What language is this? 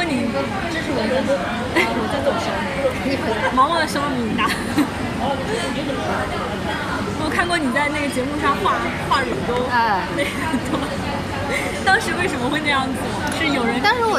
Chinese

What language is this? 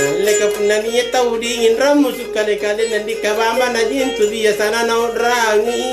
Makasar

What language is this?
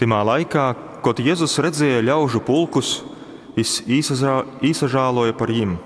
Latgalian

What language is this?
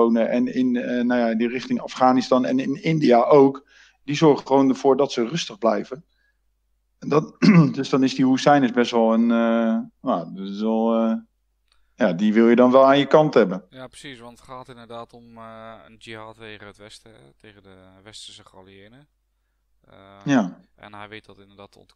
Dutch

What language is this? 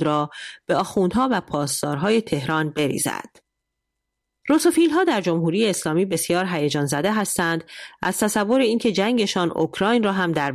Persian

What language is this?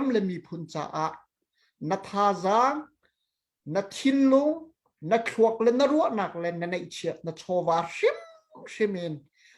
Hakha Chin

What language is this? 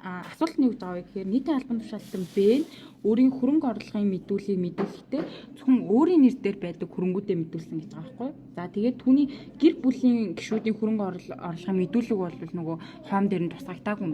Mongolian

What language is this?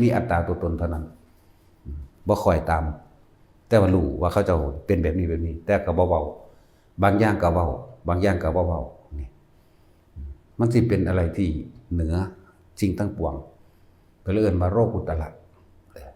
Northeastern Thai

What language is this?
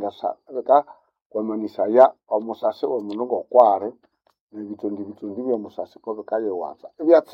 Nande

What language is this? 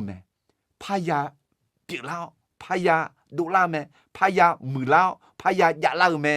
Akha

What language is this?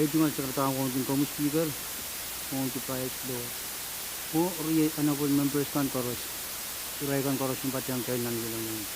Pohnpeian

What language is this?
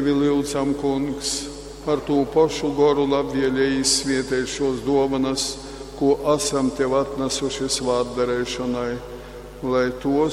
Latgalian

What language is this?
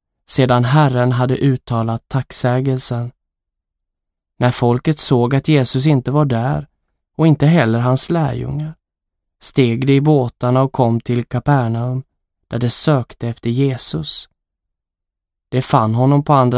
Swedish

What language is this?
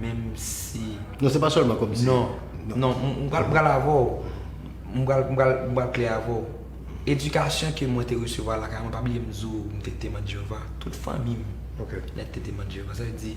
Haitian Creole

